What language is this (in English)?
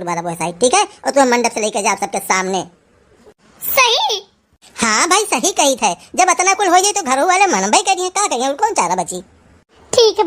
Awadhi